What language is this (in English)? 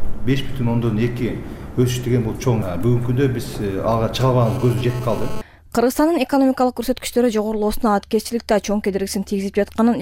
Kyrgyz